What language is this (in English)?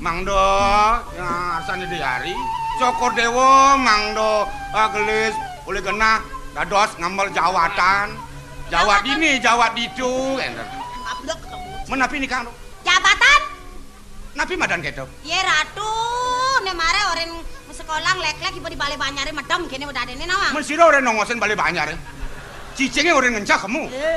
Balinese